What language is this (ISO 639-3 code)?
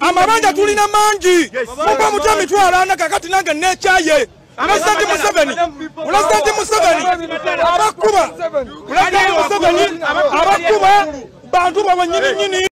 lug